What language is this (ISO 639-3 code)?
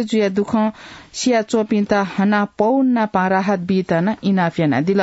new